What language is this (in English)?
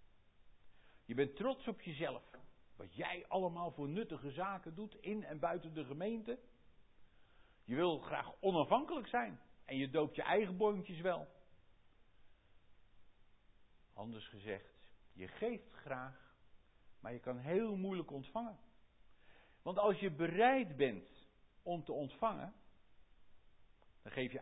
Dutch